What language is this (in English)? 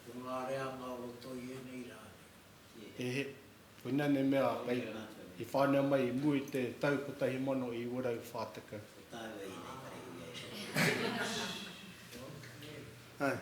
Māori